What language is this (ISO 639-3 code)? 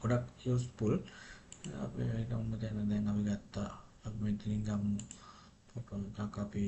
sin